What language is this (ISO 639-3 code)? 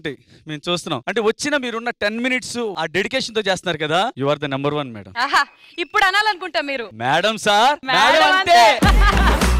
tel